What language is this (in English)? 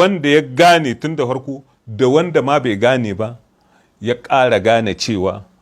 Hausa